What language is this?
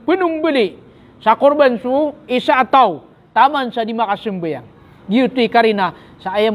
Maranao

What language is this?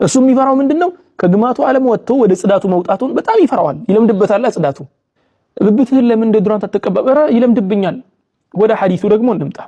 Amharic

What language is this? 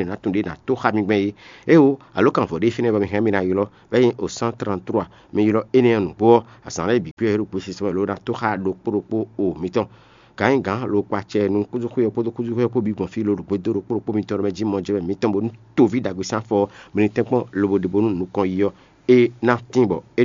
Fon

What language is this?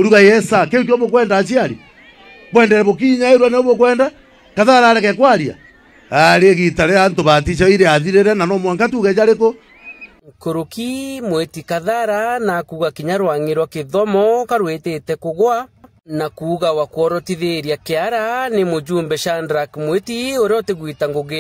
Meru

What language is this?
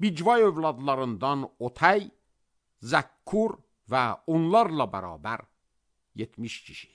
Azerbaijani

